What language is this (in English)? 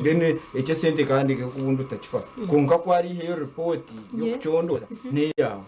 Nyankole